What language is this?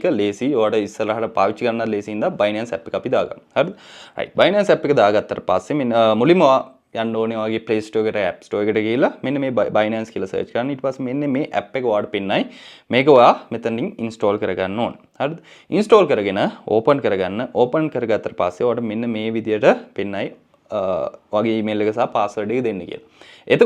Sinhala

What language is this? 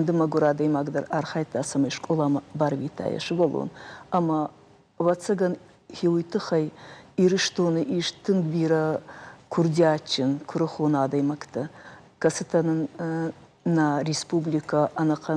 Ossetic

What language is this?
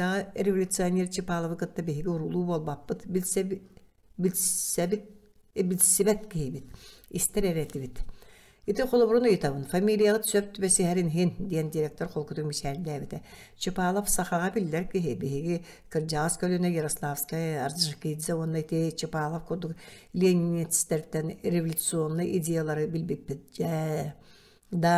Yakut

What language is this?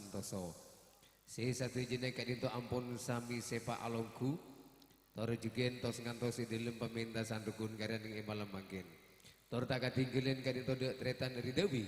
Madurese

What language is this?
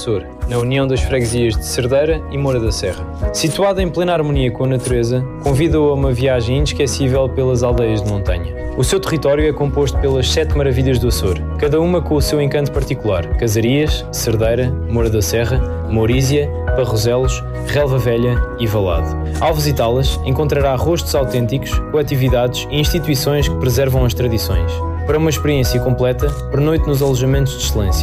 Portuguese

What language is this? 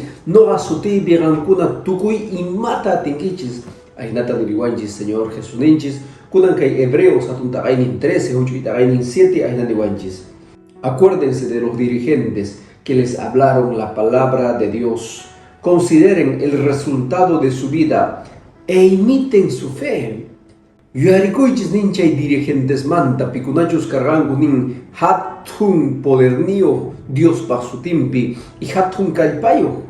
Quechua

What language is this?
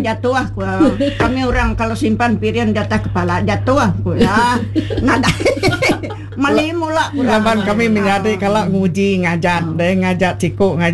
Iban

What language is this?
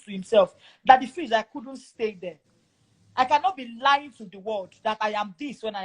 Nigerian Pidgin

